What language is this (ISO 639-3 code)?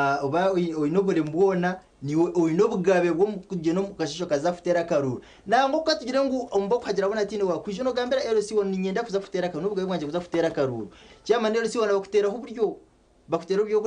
nyn